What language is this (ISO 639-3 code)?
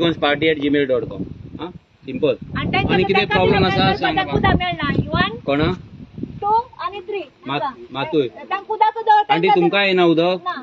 kok